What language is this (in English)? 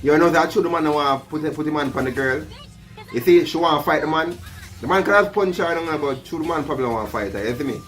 Jamaican Creole English